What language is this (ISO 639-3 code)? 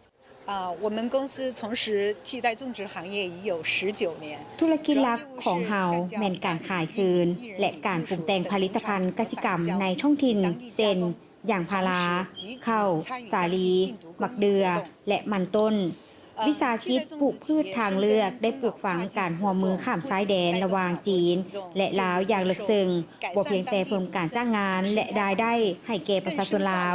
lao